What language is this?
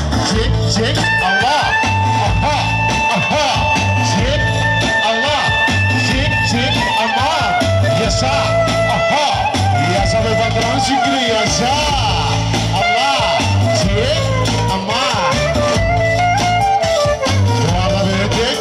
Turkish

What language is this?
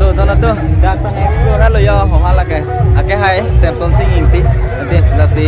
Karbi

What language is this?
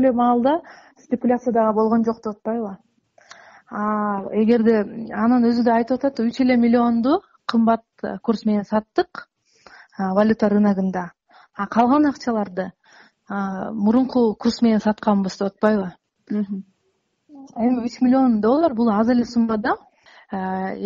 Kyrgyz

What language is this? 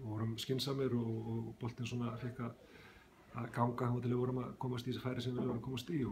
Icelandic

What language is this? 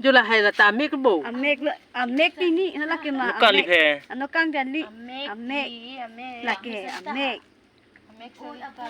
Karbi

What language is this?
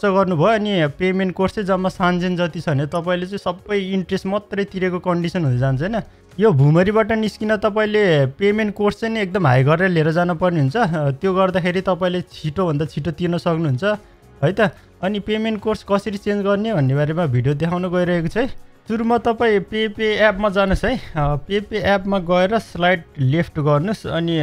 Nepali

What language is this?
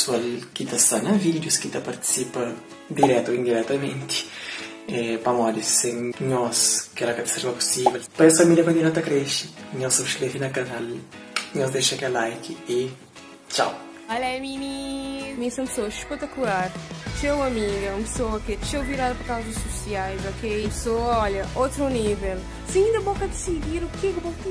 Kabuverdianu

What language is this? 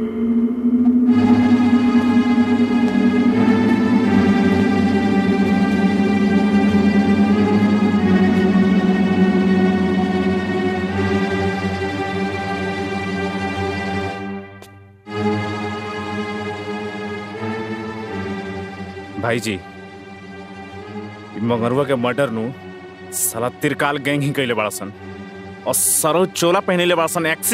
Bhojpuri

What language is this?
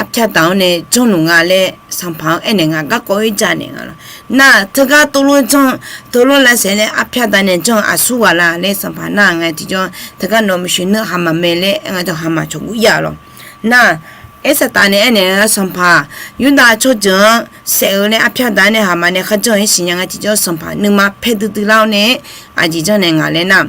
Akha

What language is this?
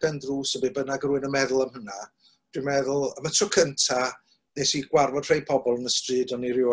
Welsh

